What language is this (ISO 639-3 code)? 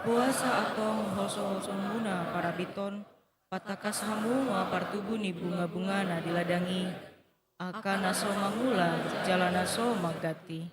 bbc